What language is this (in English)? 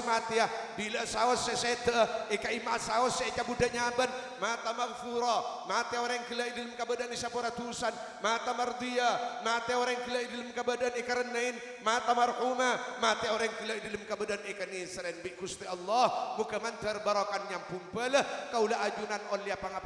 Madurese